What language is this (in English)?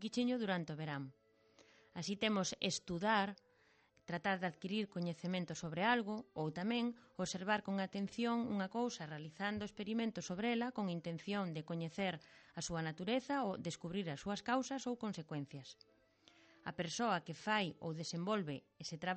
Galician